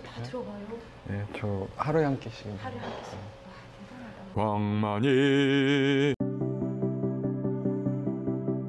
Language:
Korean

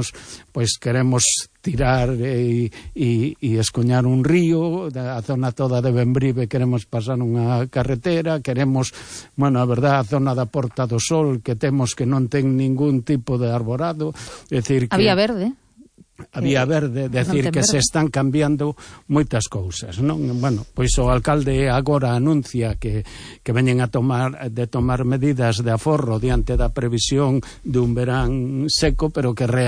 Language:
Galician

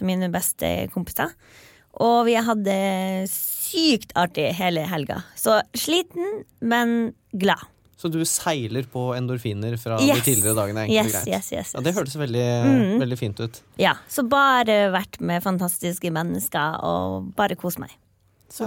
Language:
Norwegian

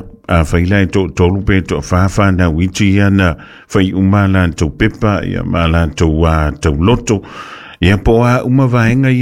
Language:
Samoan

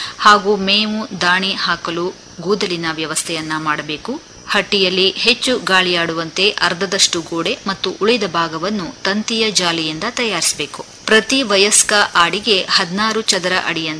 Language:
Kannada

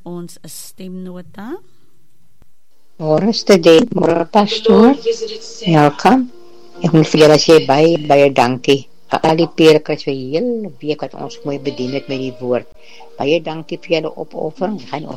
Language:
Afrikaans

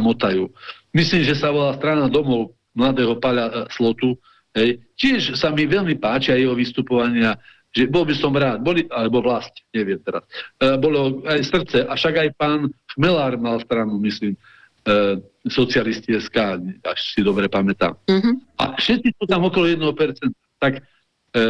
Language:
Slovak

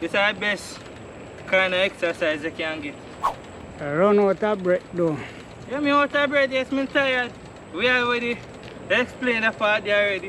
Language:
Jamaican Creole English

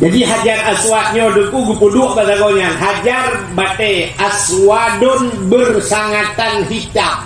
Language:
Achinese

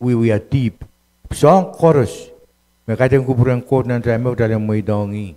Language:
Pohnpeian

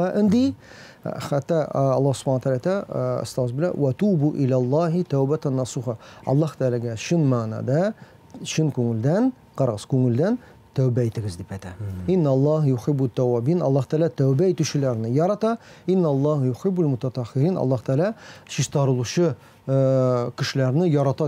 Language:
Tatar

